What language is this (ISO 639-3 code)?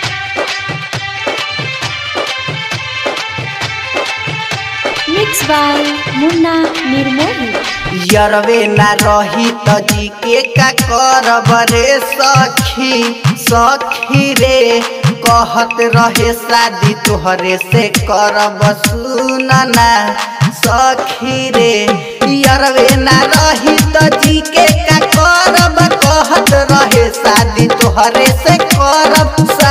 bho